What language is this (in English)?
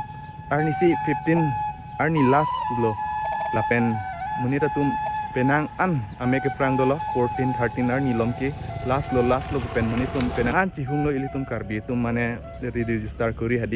Karbi